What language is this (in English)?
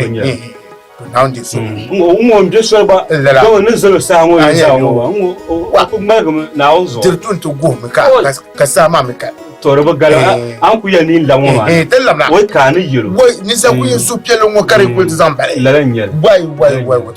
Dagbani